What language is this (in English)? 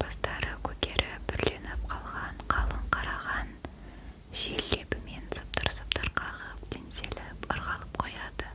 Kazakh